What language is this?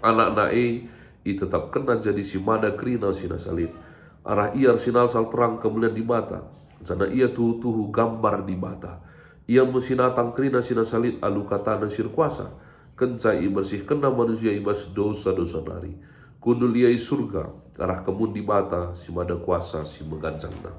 Batak Karo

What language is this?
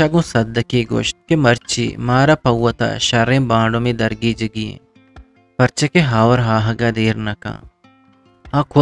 Eastern Balochi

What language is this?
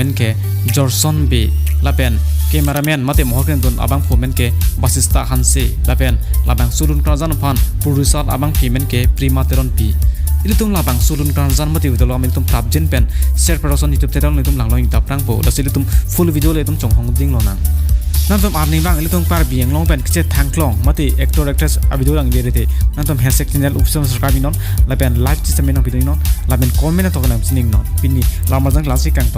Karbi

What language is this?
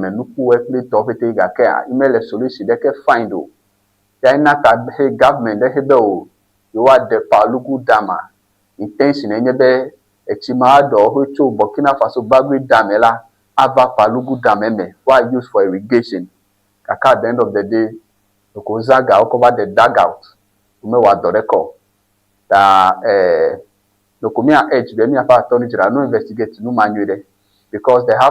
Ewe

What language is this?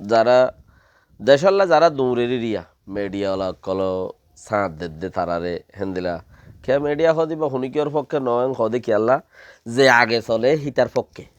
Rohingya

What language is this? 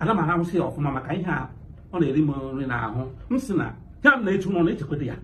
Igbo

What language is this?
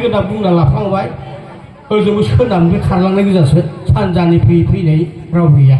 Bodo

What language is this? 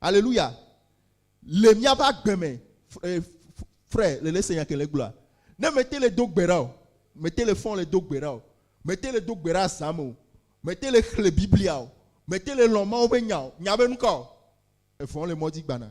Ewe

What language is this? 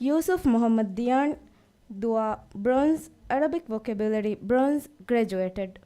Divehi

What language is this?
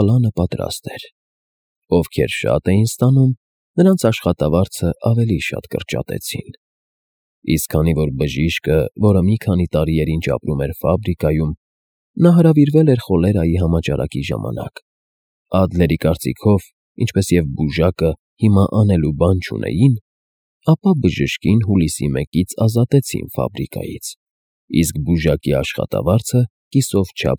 Armenian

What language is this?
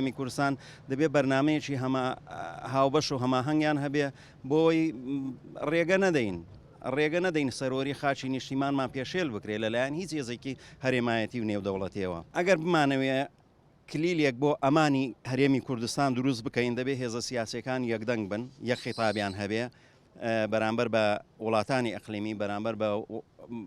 Central Kurdish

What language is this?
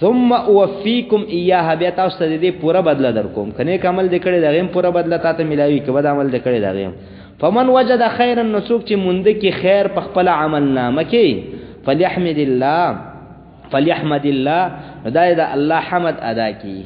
Pashto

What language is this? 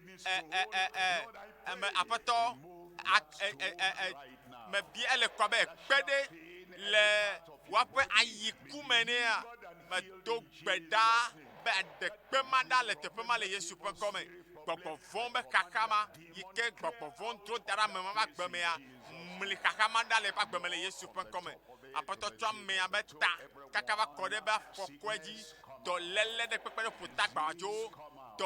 Ewe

